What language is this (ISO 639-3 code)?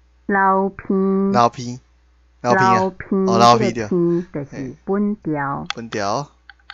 nan